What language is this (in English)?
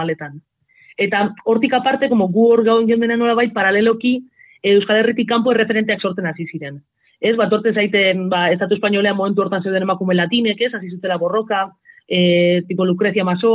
Basque